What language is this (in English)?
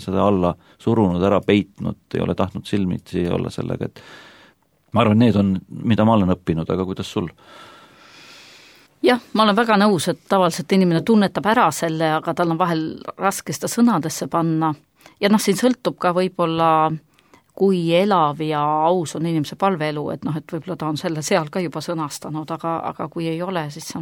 Estonian